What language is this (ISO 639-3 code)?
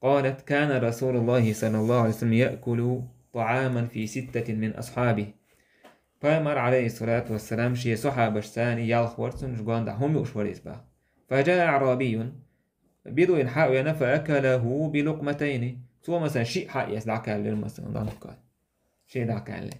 che